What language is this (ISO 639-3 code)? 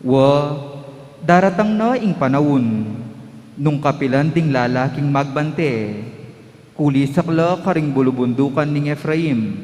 pam